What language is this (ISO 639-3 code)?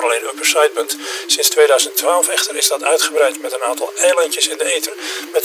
nld